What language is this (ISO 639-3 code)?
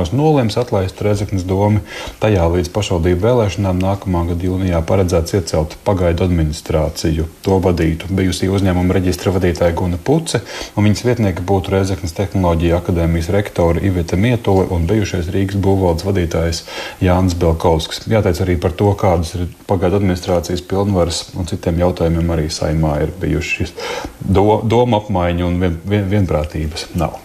lav